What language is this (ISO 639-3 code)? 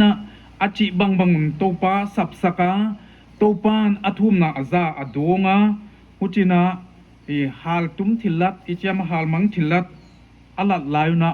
pck